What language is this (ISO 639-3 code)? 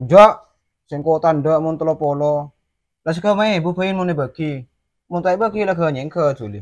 mad